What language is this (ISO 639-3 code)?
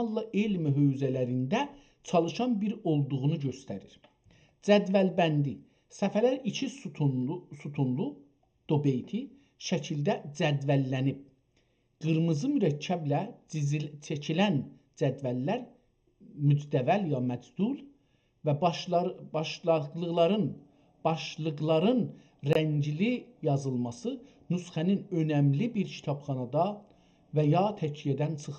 azb